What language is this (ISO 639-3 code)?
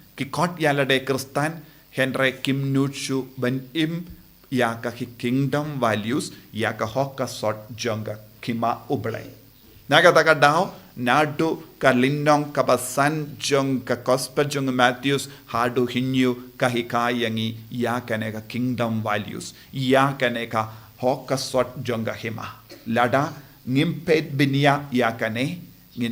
kha